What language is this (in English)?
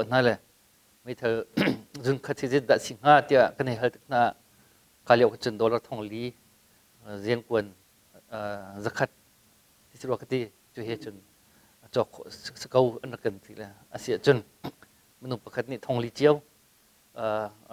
Hakha Chin